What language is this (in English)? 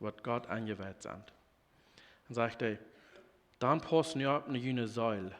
Plautdietsch